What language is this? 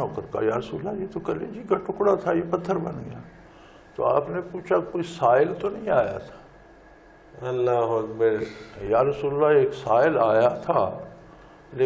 Urdu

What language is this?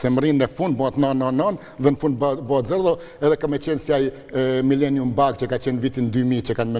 Albanian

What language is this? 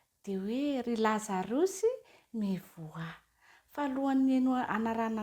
Malagasy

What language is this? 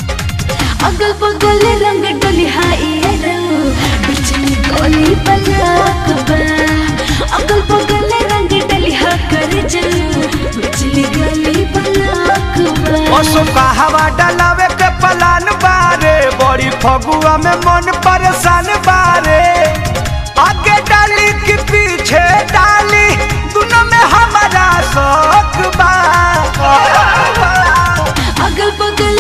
Bhojpuri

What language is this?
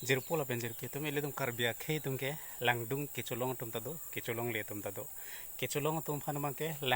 Karbi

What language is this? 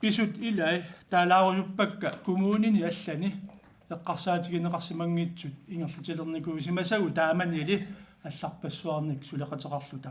Kalaallisut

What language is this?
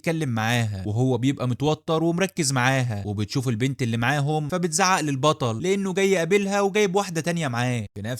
Egyptian Arabic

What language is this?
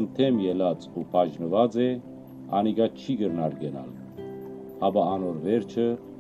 Western Armenian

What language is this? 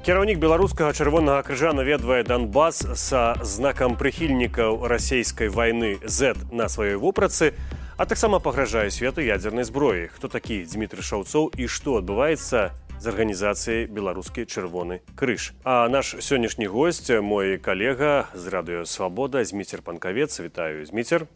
Belarusian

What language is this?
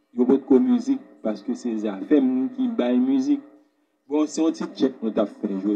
Haitian Creole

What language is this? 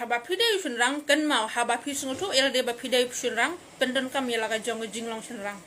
Khasi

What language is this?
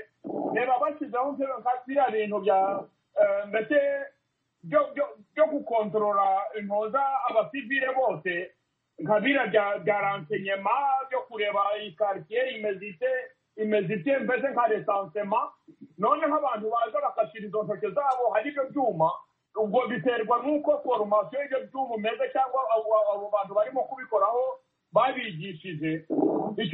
Kinyarwanda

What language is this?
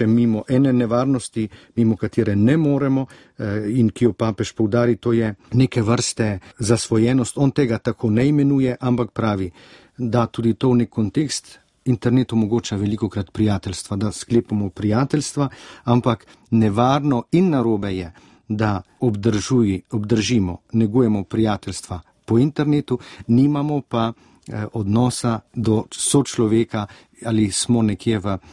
Slovenian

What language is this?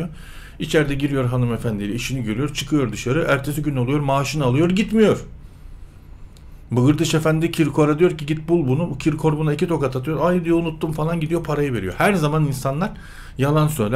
Turkish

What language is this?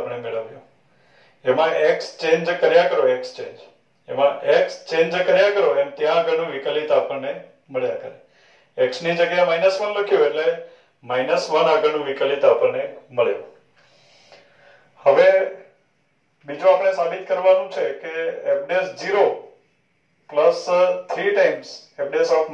Gujarati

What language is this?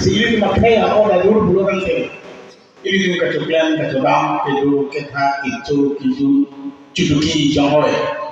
Karbi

